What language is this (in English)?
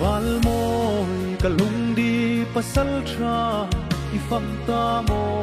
Hmar